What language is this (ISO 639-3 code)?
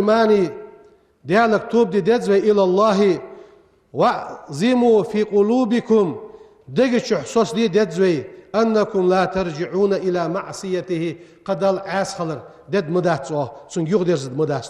inh